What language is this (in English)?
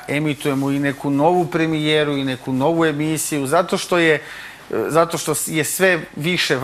Serbian